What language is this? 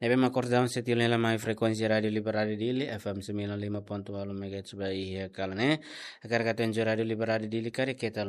Tetum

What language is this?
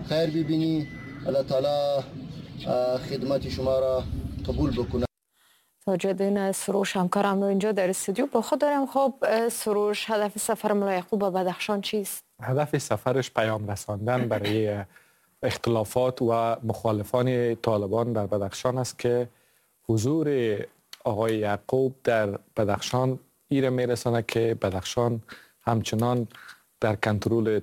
Persian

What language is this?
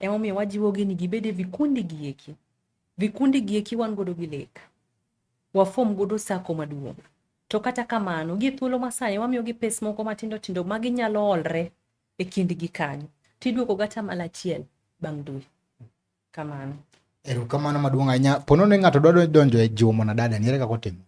Luo (Kenya and Tanzania)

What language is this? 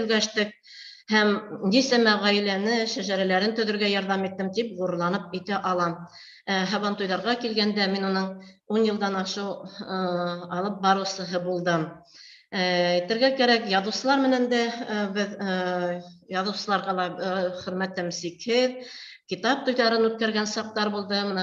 Bashkir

